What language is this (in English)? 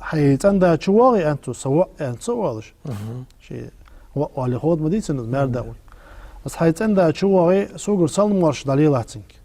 Ingush